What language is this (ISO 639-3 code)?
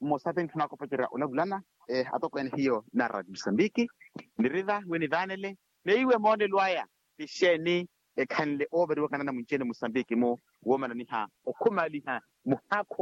vmw